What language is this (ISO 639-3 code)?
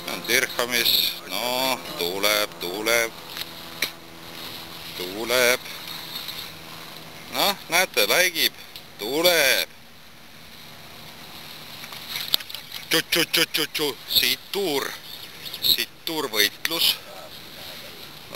est